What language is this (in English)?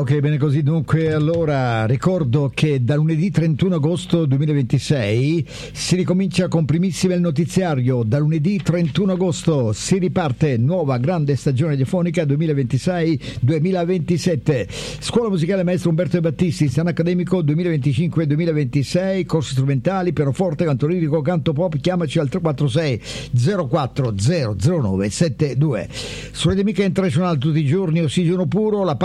Italian